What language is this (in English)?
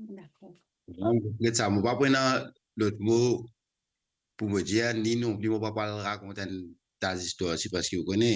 Morisyen